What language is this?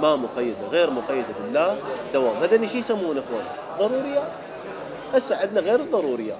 Mesopotamian Arabic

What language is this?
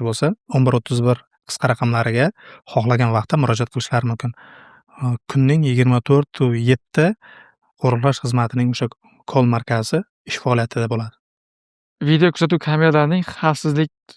Uzbek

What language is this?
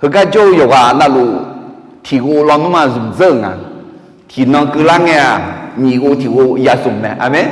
Akha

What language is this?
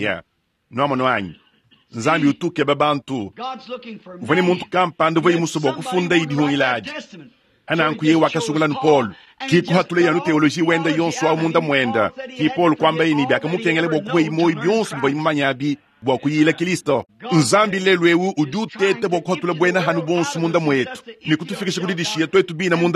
Luba-Lulua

